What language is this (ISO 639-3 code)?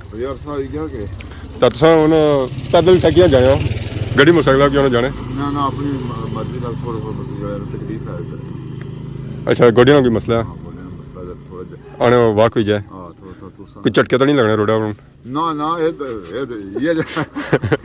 phr